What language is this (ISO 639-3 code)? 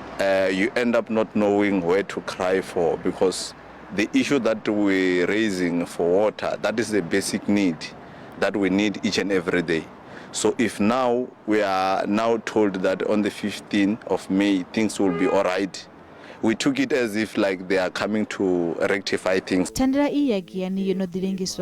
ven